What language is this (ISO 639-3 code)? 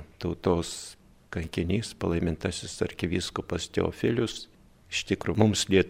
lit